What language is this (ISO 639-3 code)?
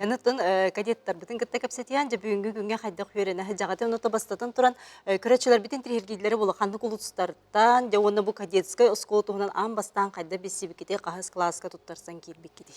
sah